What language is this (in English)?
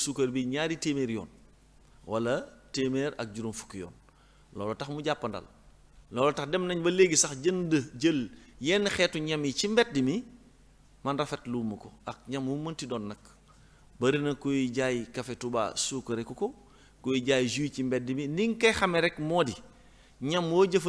Wolof